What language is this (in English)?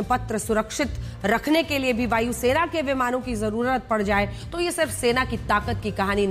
Hindi